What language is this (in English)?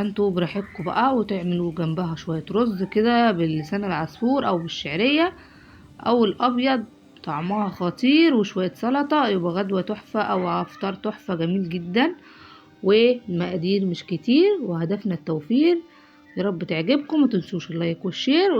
Egyptian Arabic